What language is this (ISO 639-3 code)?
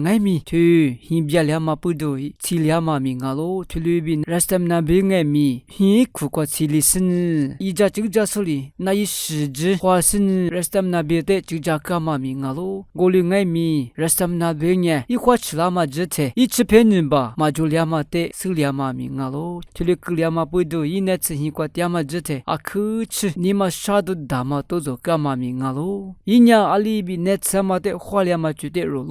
lis